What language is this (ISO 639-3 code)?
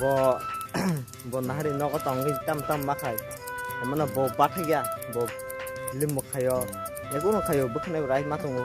trp